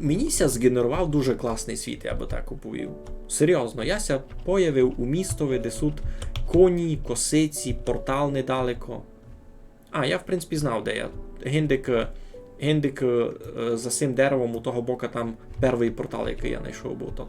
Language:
Rusyn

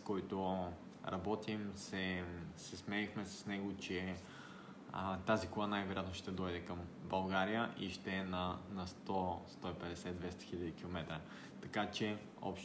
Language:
Bulgarian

